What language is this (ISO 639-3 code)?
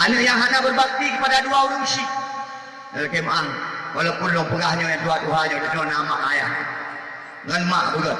ace